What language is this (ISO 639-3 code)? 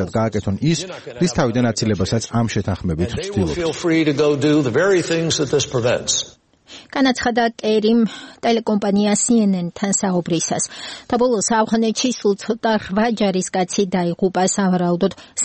kat